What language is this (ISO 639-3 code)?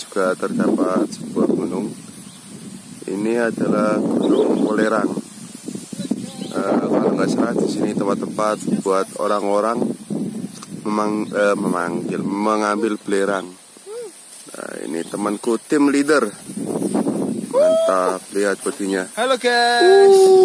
ind